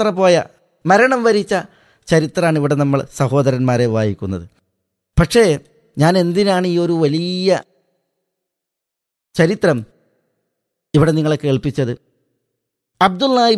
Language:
Malayalam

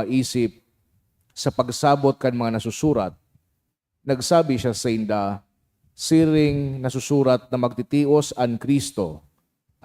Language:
Bikol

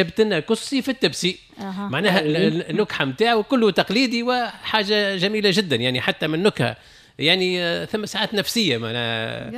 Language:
Tunisian Arabic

